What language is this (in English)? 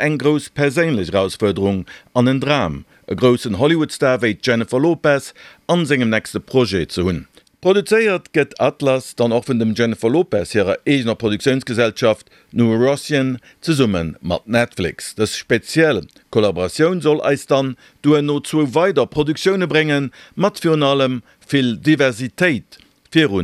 Luxembourgish